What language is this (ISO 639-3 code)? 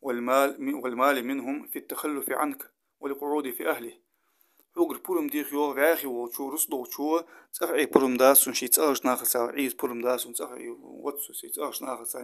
inh